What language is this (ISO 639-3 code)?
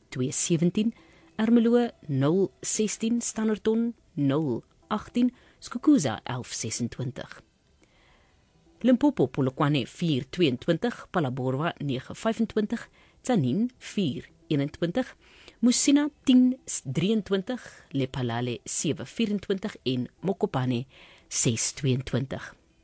afr